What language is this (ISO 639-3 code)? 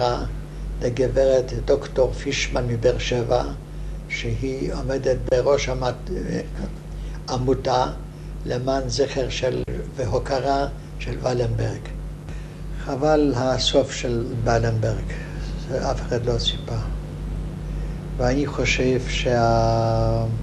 heb